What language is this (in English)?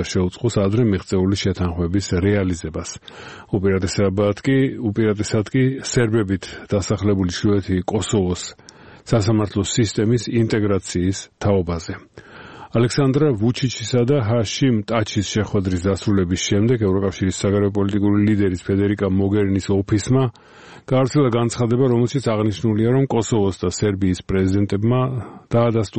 Georgian